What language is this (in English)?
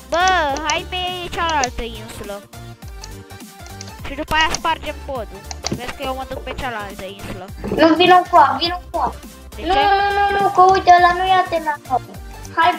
Romanian